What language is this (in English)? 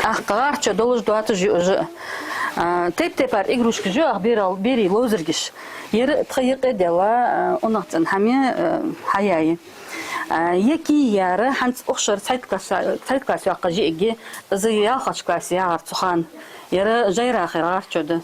Ingush